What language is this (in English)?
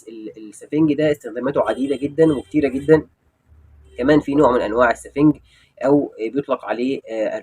Egyptian Arabic